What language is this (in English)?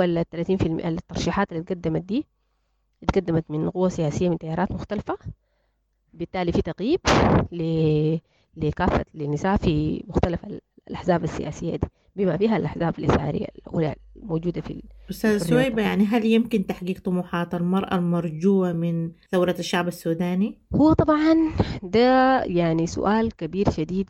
Sudanese Arabic